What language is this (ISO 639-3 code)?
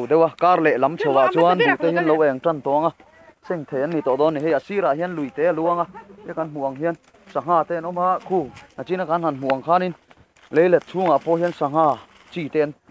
lus